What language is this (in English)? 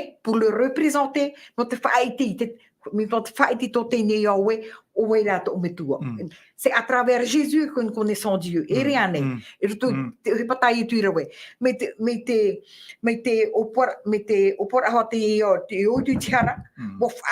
Tahitian